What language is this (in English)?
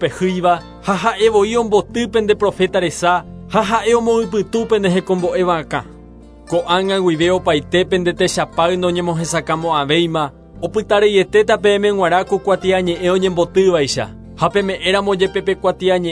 Guarani